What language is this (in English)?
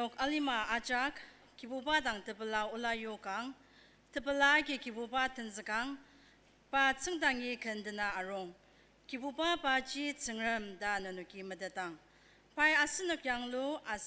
Ao Naga